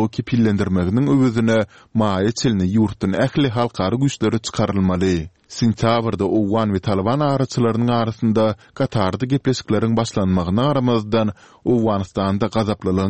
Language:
Turkmen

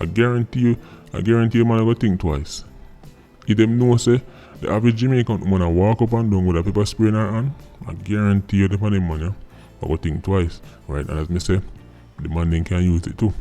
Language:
Jamaican Creole English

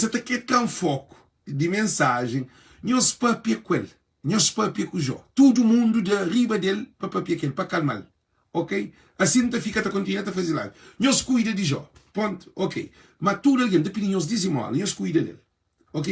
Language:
Kabuverdianu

